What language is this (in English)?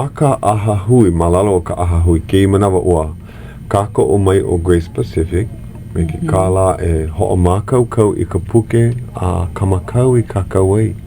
Hawaiian